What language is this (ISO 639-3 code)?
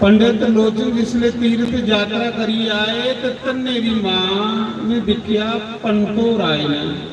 doi